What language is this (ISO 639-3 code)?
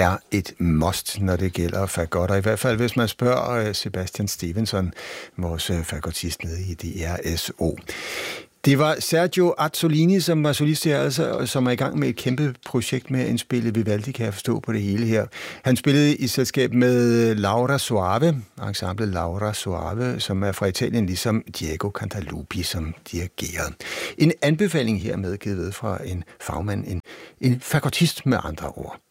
dan